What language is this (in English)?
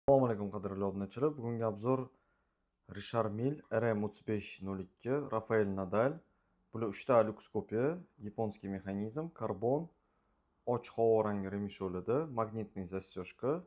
Uzbek